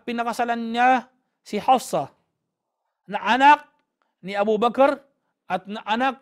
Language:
Filipino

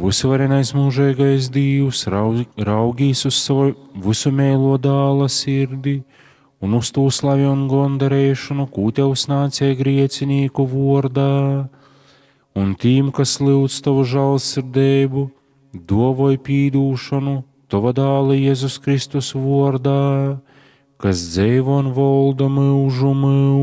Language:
Latgalian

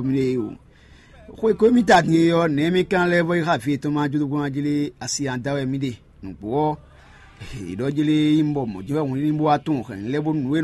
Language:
Fon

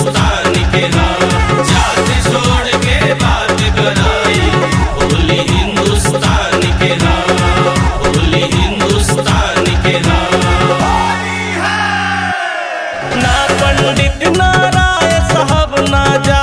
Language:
Bhojpuri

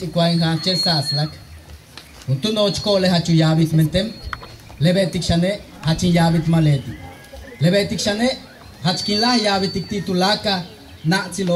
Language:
Yucateco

